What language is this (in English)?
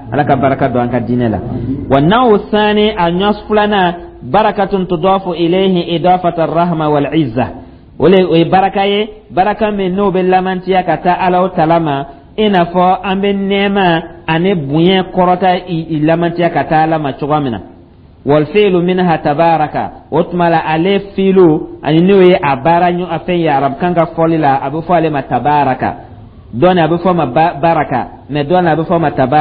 Dyula